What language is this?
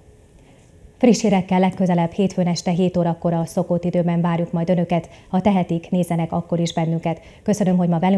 Hungarian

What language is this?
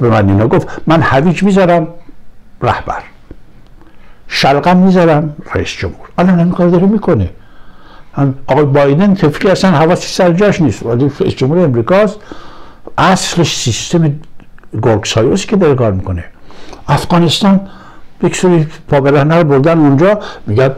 Persian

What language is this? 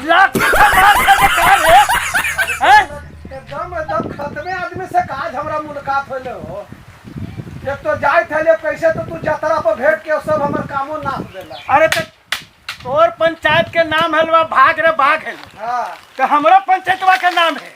Magahi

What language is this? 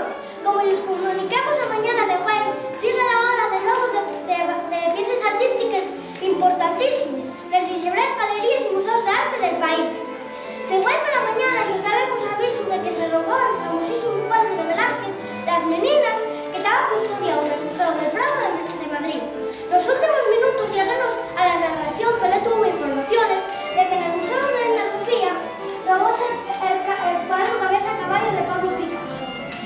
Asturian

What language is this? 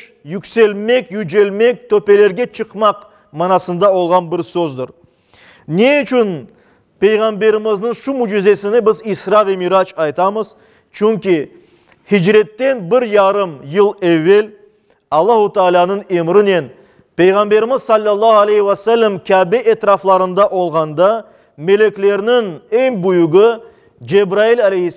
Crimean Tatar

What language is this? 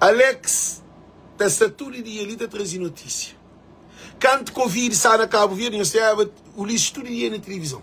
Kabuverdianu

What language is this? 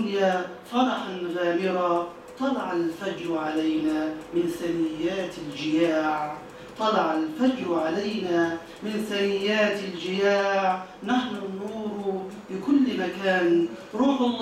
Egyptian Arabic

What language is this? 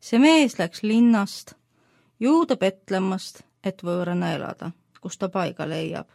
Estonian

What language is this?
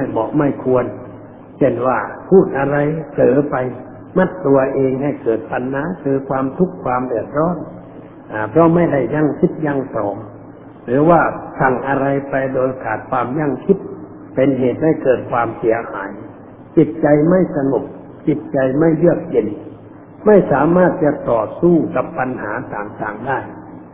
Thai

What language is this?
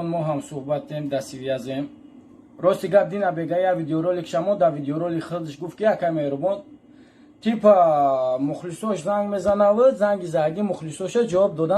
Tajik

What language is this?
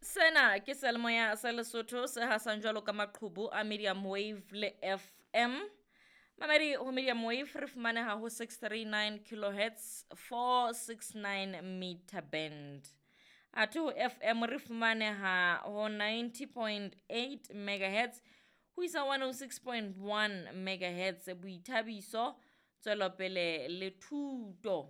Southern Sotho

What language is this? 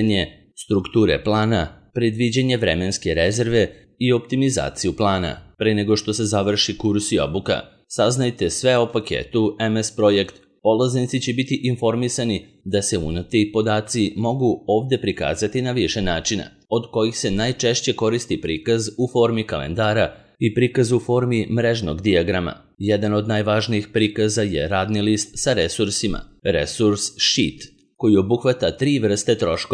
Serbian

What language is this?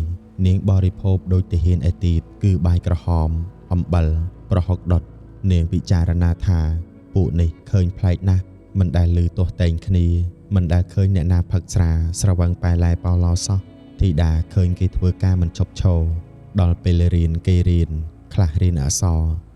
Khmer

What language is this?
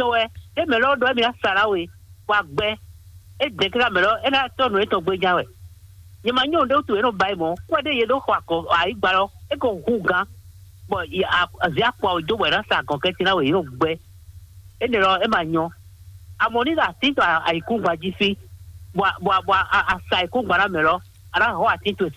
Fon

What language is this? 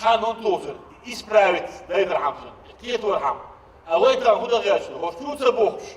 Chechen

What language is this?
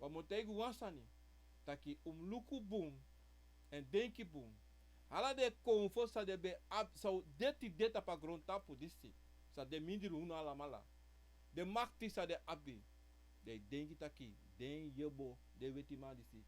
Sranan Tongo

